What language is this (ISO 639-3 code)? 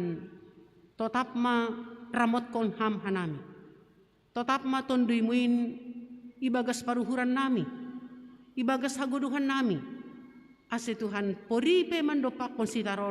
bts